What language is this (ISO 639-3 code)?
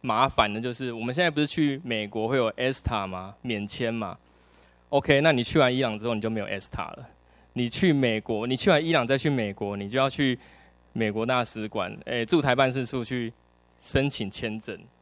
zho